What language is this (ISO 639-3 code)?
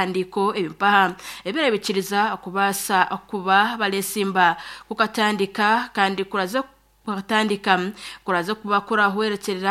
nyn